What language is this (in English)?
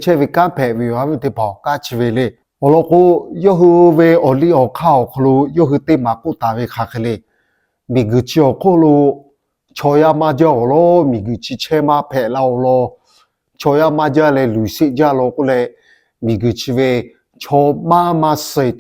Lahu